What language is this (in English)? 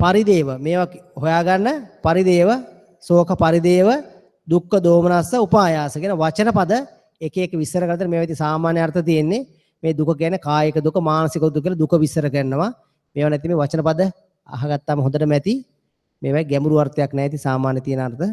Sinhala